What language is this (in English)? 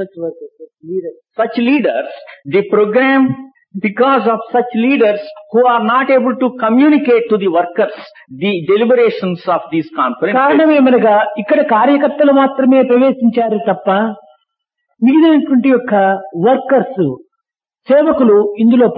Telugu